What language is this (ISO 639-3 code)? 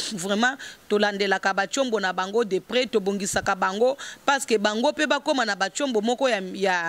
lin